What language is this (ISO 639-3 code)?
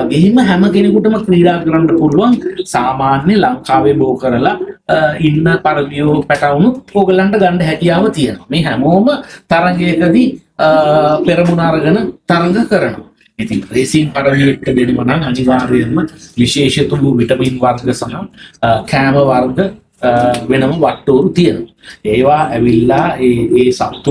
sin